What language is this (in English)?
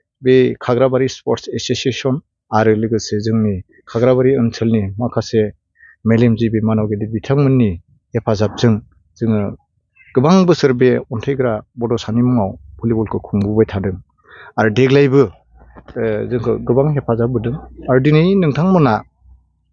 Bodo